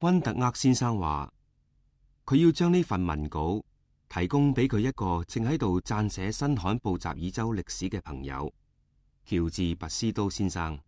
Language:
Cantonese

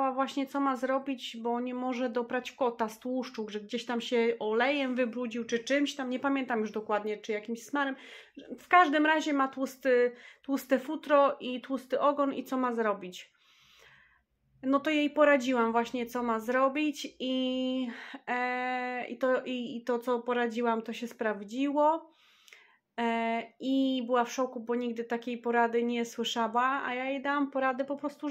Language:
Polish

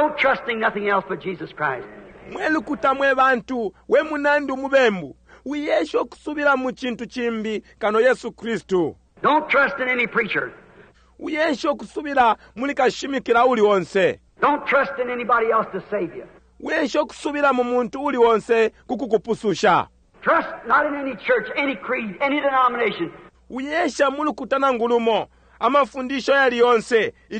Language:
Bemba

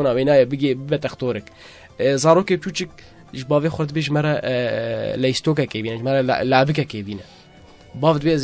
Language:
Kurdish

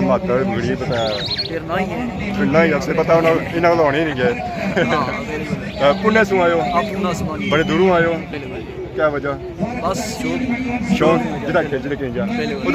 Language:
Pahari-Potwari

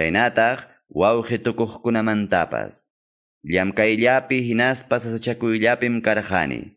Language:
Quechua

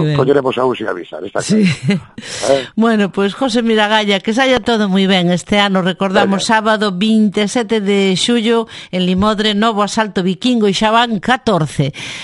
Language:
Galician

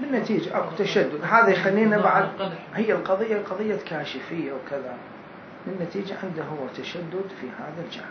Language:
Mesopotamian Arabic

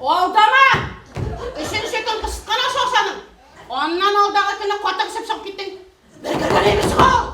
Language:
Bashkir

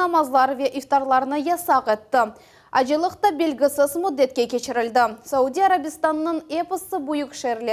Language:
Crimean Tatar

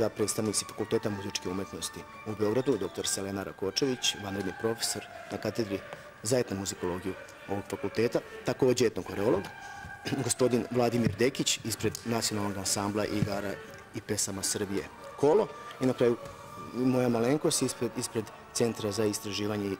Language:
Serbian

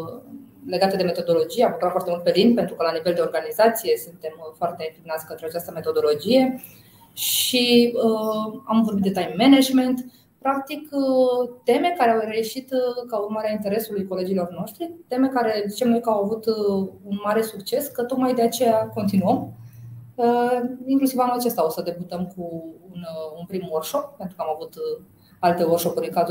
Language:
Romanian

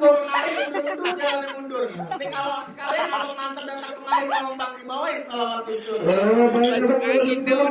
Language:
Betawi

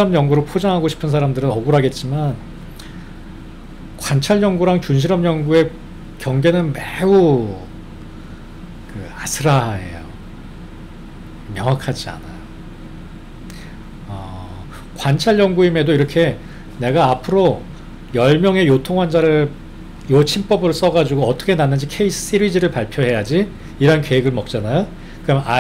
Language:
Korean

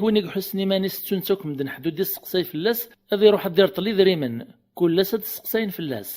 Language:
Kabyle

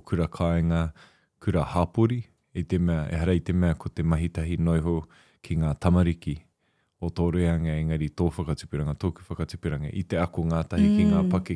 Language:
Māori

